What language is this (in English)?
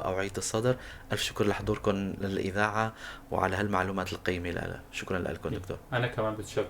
North Levantine Arabic